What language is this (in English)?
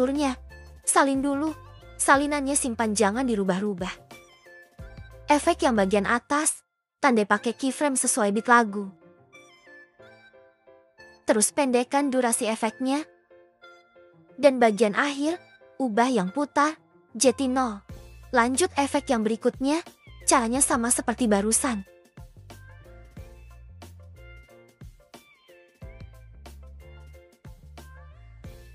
Indonesian